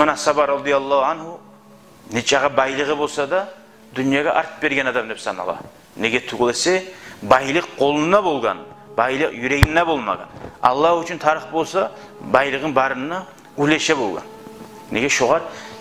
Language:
Kumyk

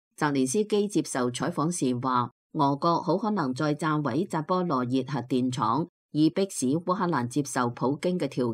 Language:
Cantonese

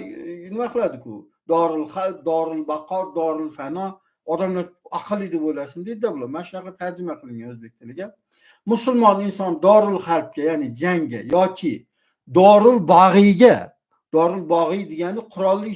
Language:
Uzbek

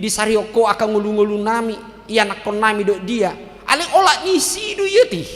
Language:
Batak Toba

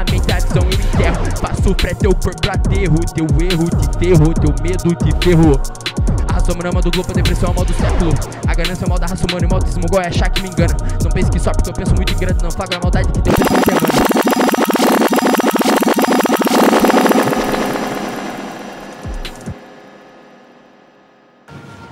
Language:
Portuguese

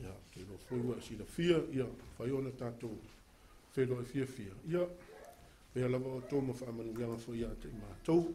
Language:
Samoan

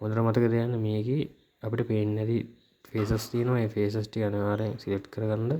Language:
Sinhala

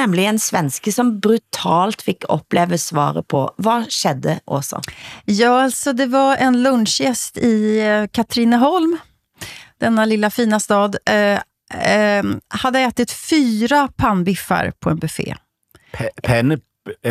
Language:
Danish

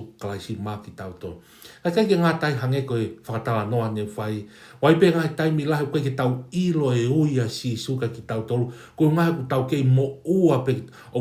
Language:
Tongan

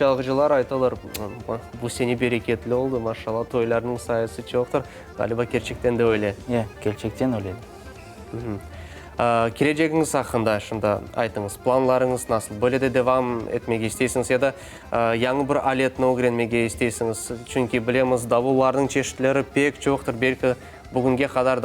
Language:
Crimean Tatar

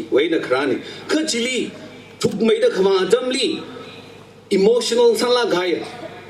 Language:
Tangkhul Naga (India)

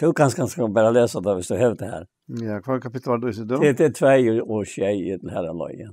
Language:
Faroese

